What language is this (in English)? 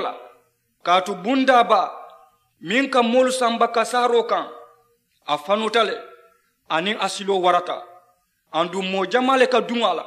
Mandingo